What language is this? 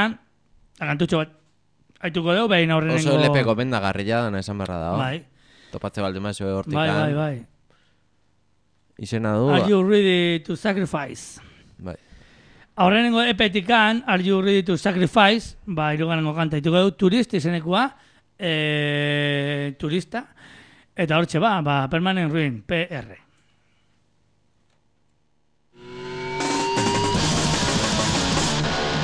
Basque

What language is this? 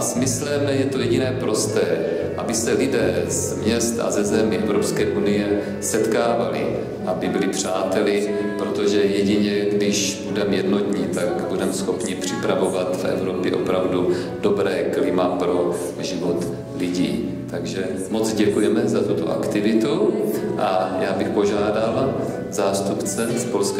Czech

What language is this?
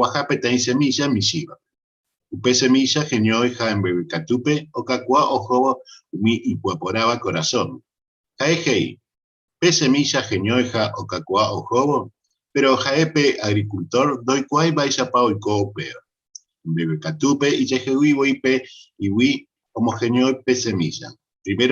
Guarani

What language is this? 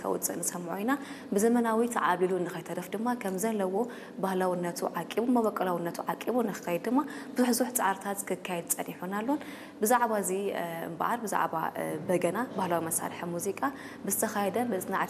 Tigrinya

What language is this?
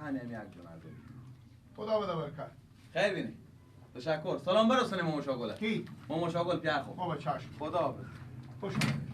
Persian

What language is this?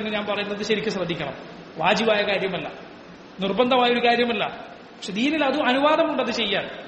Malayalam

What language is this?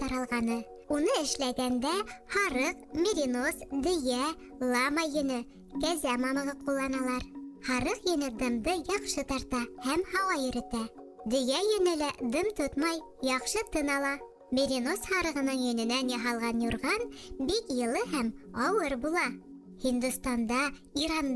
Bashkir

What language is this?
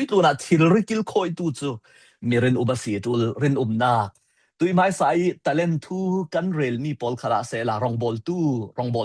Falam Chin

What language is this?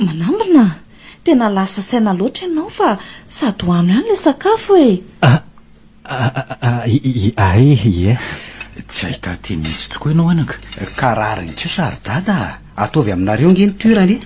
Malagasy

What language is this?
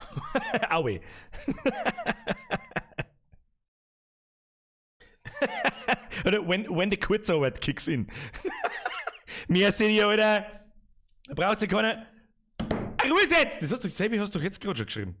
Bavarian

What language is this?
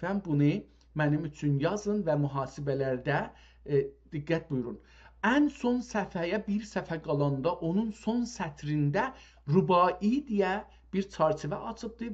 South Azerbaijani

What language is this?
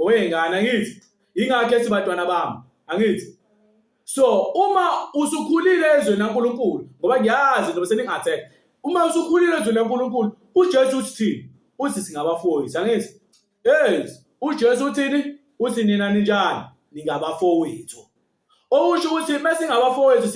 Zulu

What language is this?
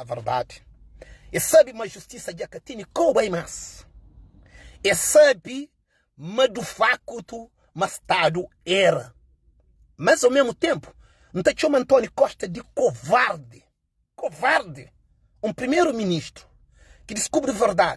Kabuverdianu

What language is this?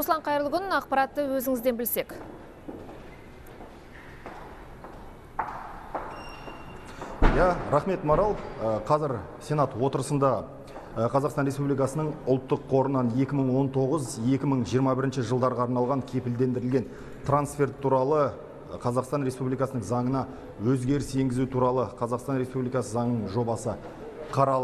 Kazakh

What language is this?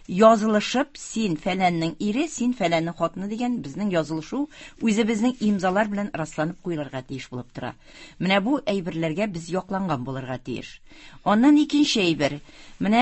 Tatar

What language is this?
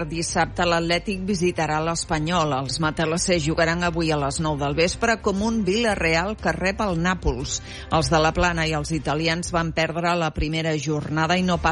Catalan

